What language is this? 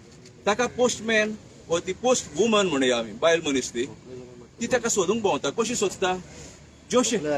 Konkani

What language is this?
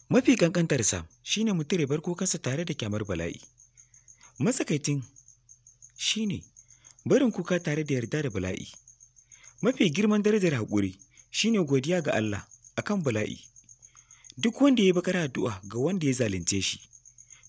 Hausa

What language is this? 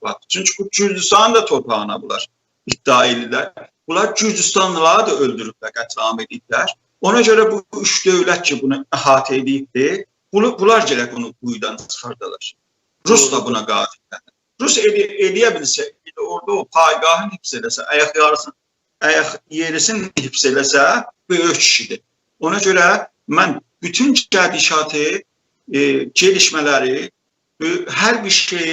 South Azerbaijani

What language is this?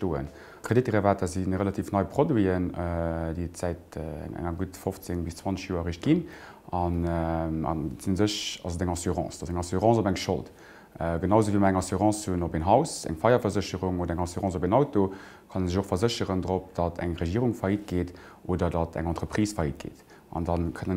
Luxembourgish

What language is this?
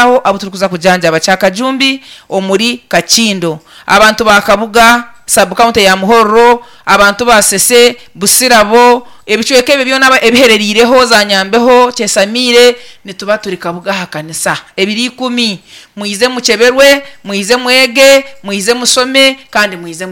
Nyankole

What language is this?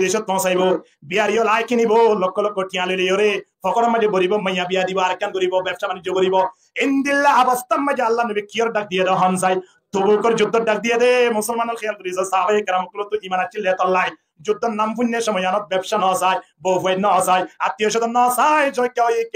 Rohingya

